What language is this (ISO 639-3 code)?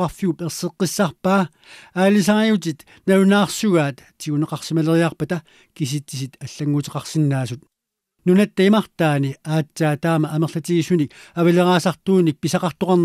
kal